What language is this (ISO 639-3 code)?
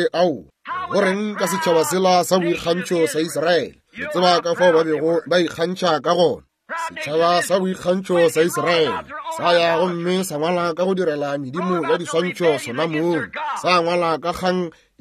nso